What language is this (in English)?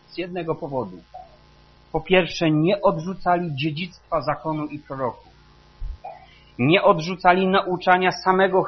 Polish